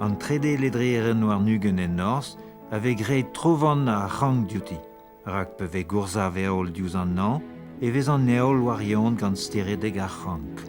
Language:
Breton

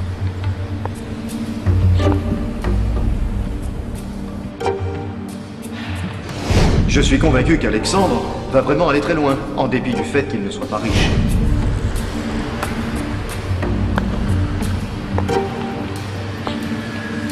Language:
French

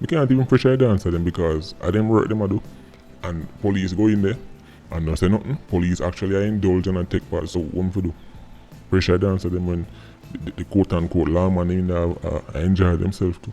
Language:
Jamaican Creole English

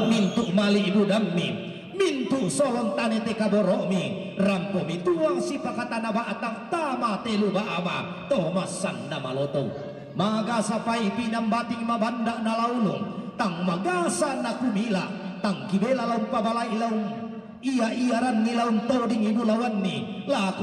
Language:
Toraja-Sa'dan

